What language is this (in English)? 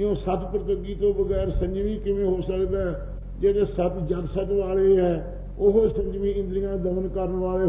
Punjabi